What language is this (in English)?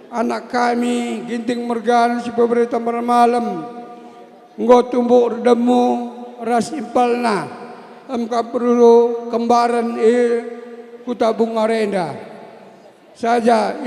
Batak Karo